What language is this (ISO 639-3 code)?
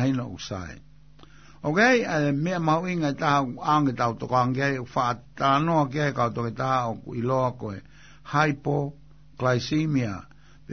ton